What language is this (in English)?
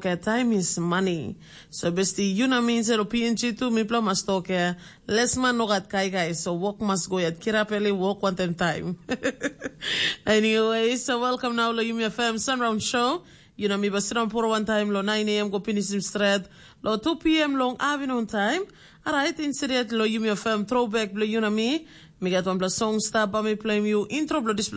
Tok Pisin